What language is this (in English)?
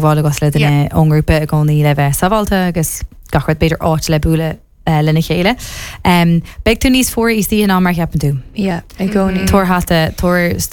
Irish